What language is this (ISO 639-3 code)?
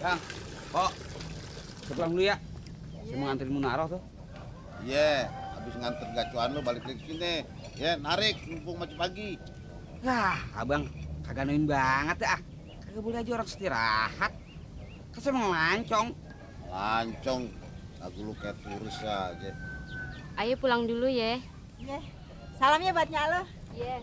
bew